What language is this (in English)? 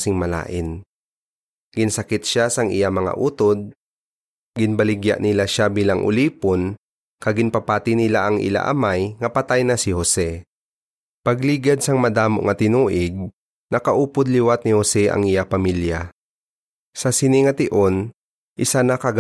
Hiligaynon